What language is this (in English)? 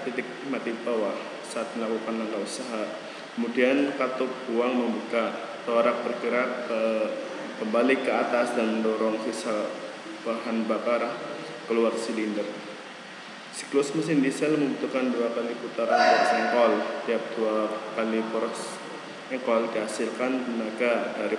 Indonesian